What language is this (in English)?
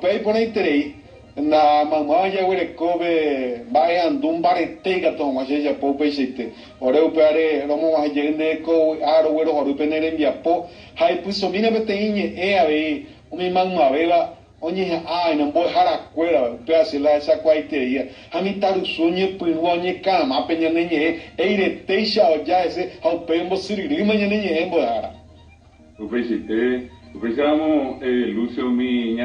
Guarani